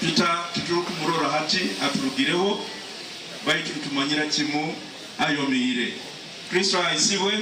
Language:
Nyankole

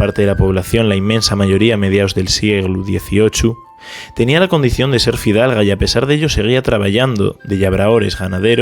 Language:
Asturian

